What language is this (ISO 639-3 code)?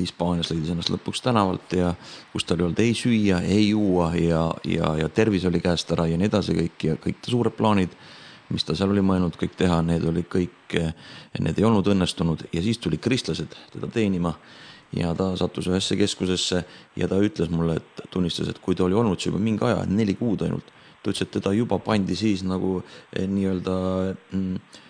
est